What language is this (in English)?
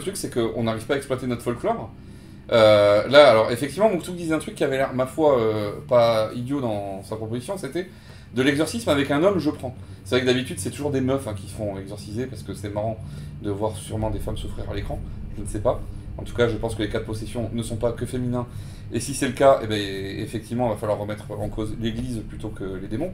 French